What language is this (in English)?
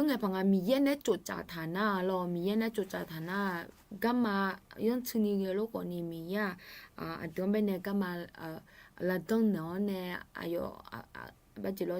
Akha